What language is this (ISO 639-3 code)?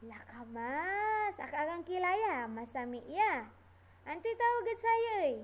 pag